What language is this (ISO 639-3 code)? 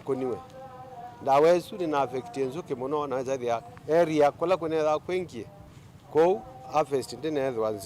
kam